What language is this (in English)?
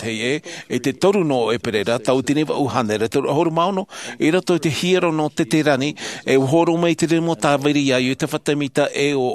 Tahitian